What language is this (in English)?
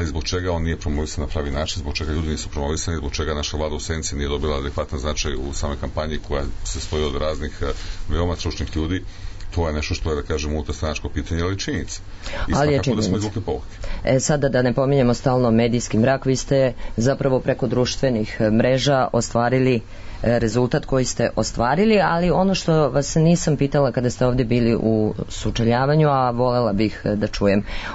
Serbian